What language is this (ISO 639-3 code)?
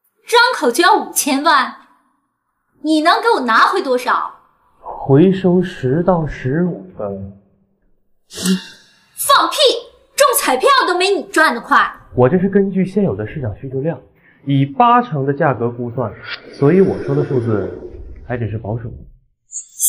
zho